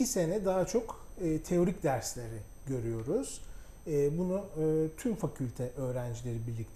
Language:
Turkish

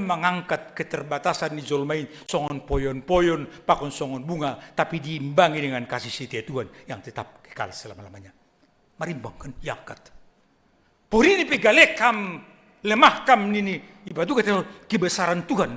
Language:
Batak Simalungun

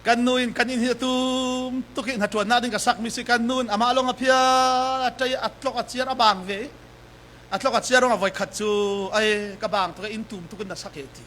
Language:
Falam Chin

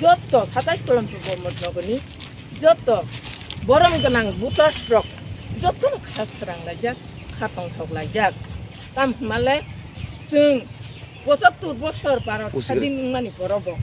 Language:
Kok Borok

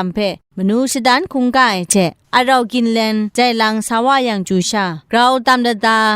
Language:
Kachin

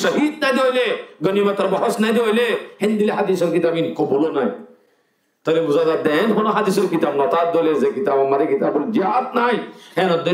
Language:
Rohingya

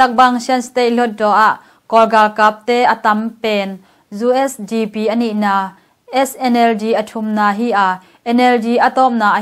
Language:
Tedim Chin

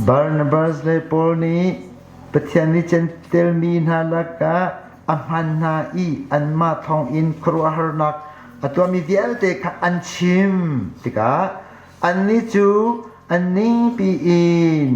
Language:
Hakha Chin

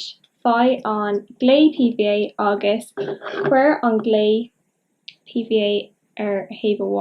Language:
Irish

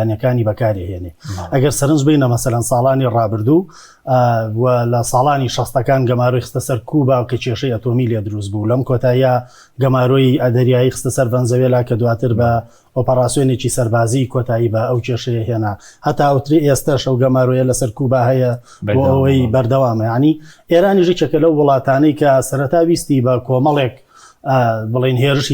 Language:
Central Kurdish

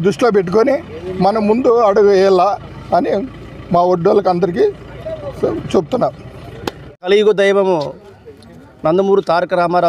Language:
Telugu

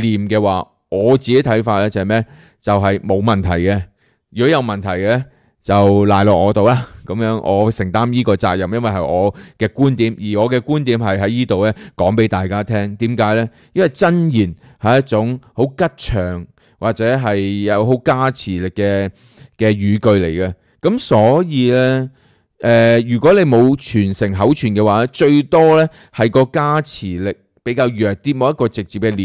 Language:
Cantonese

